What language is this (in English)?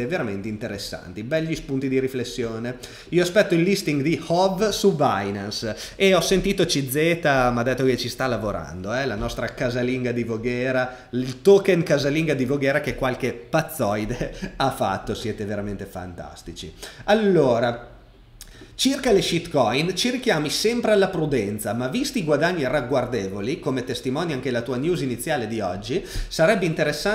Italian